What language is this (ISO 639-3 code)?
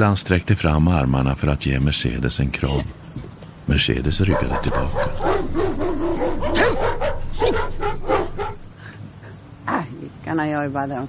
swe